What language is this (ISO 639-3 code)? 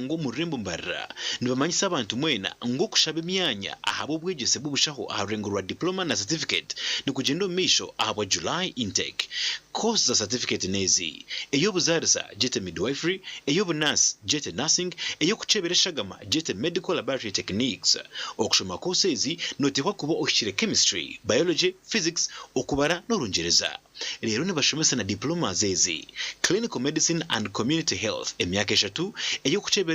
nyn